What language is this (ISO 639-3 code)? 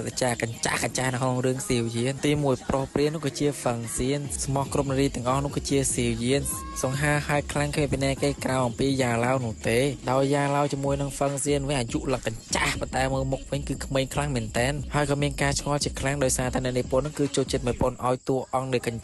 khm